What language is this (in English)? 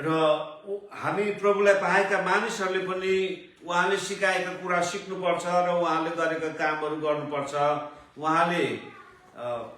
Nepali